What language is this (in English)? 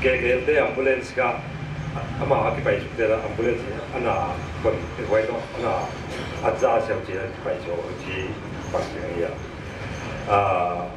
Paite Chin